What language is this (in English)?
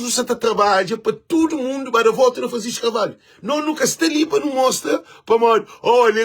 Kabuverdianu